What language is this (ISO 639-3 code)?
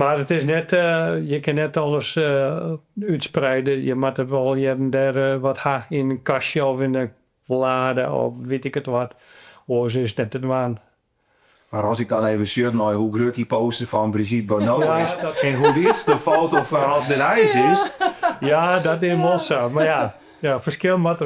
fry